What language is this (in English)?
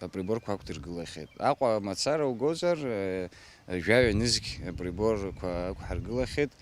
Abkhazian